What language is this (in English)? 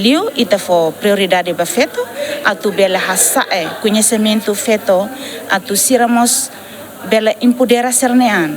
Tetum